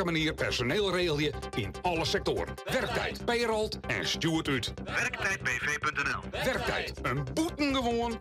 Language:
Western Frisian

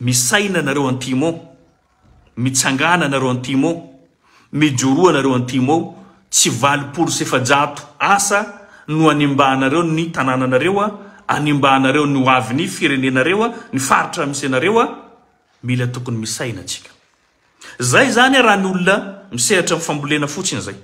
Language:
Malagasy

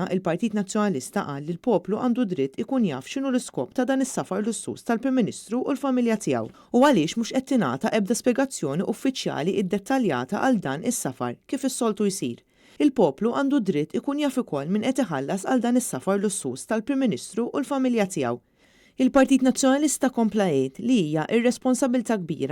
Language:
Maltese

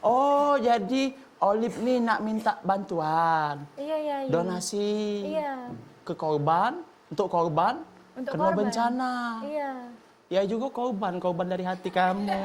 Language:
Musi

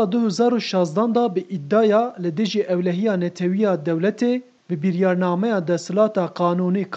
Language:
Kurdish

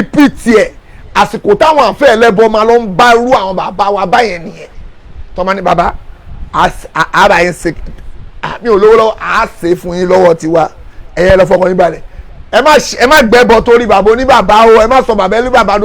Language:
Yoruba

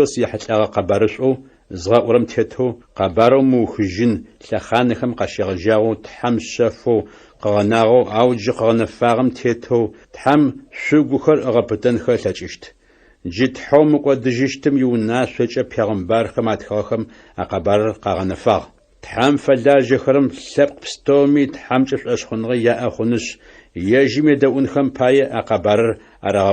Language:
Adyghe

